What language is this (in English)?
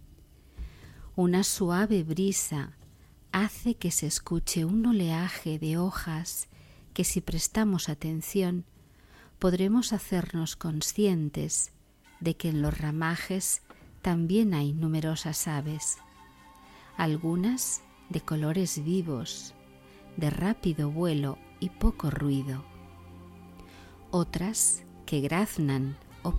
Spanish